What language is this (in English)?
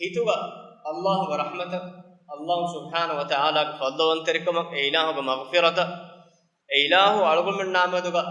Divehi